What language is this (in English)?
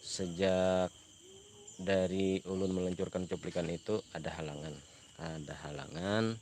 Banjar